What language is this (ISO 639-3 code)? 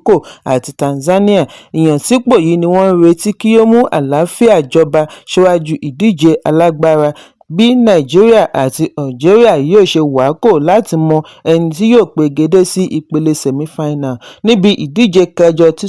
yor